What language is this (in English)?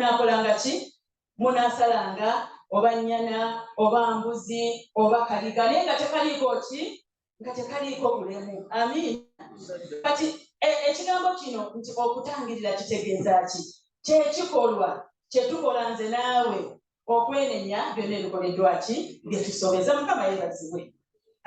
Ganda